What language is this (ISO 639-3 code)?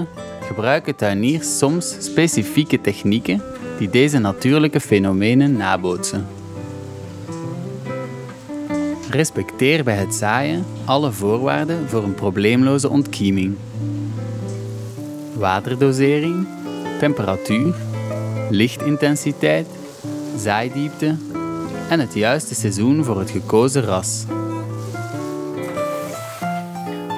nld